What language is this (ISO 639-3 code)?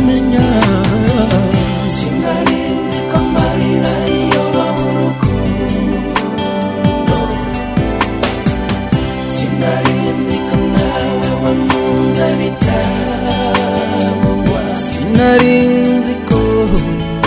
kin